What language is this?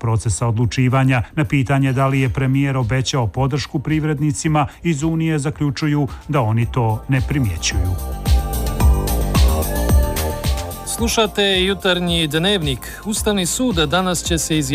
Bosnian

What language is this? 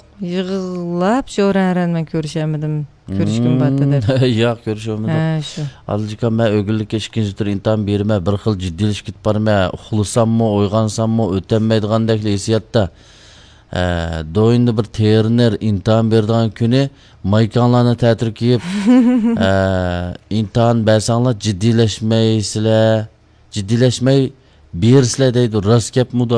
Uyghur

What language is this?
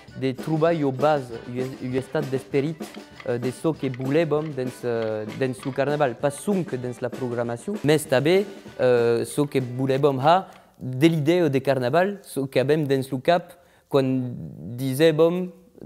Occitan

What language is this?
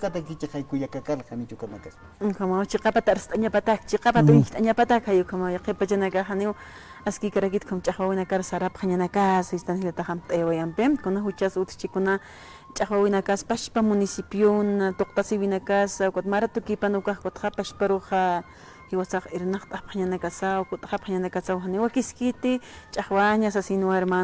Aymara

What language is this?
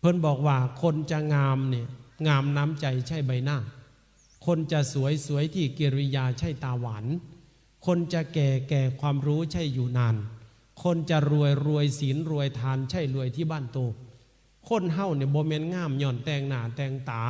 Northeastern Thai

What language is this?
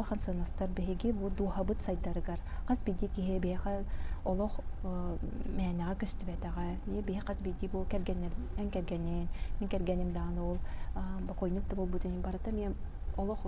Yakut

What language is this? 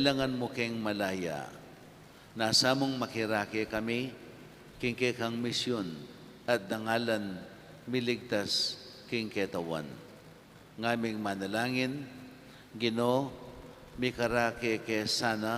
Pampanga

